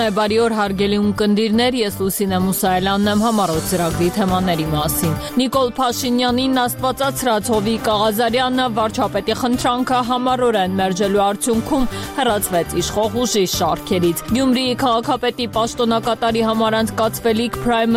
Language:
Armenian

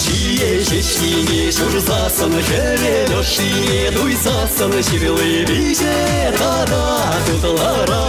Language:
Chuvash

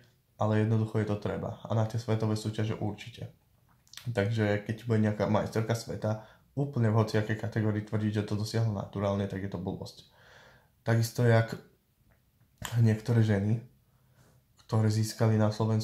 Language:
Slovak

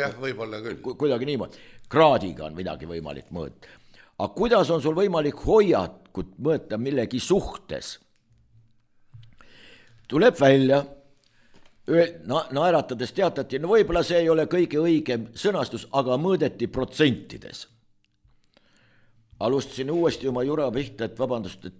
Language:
Estonian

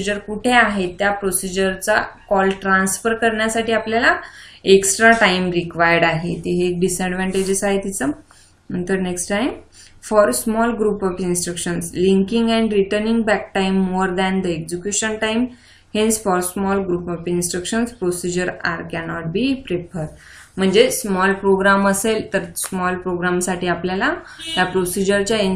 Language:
Marathi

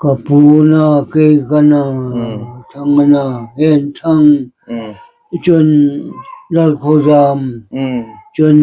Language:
Hmar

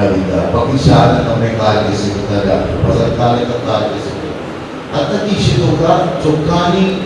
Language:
Eastern Balochi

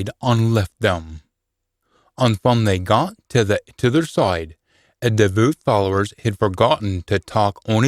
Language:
Scots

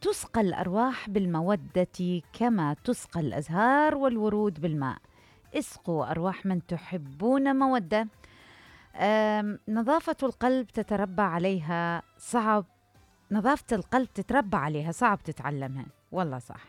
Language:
Mesopotamian Arabic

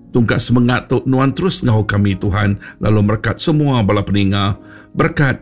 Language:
Iban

